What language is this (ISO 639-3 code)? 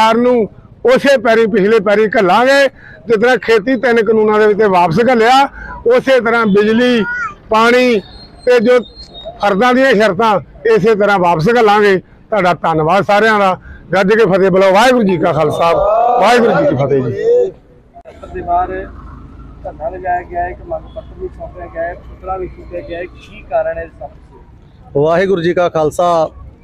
pan